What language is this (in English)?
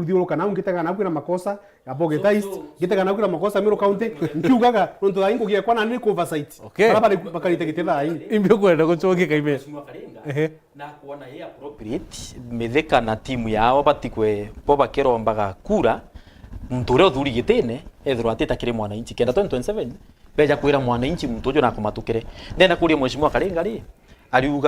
Meru